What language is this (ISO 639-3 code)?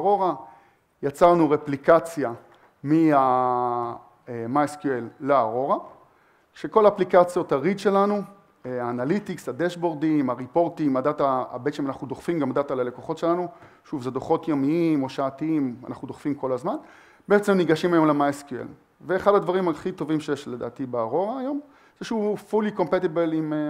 heb